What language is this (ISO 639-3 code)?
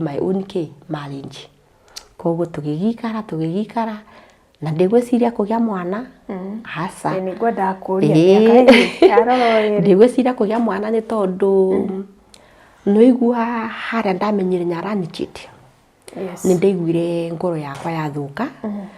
kik